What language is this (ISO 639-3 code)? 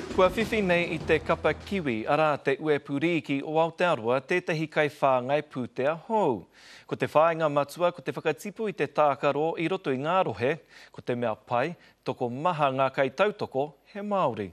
mri